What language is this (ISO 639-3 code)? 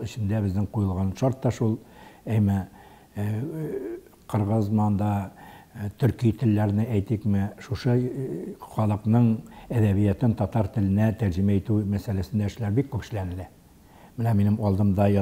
tat